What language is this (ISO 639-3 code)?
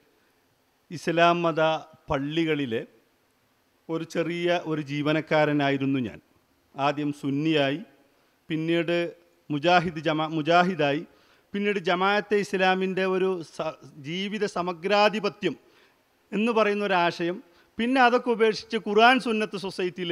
mal